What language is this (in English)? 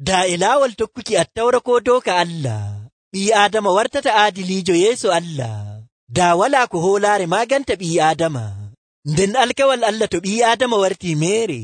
Nigerian Fulfulde